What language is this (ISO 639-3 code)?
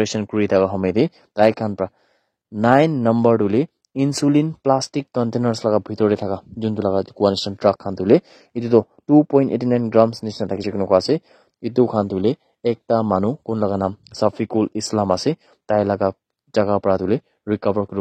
nag